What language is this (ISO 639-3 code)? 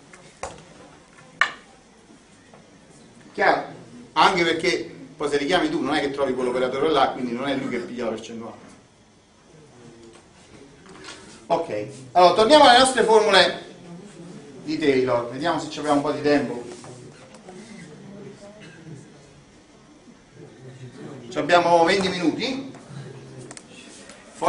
ita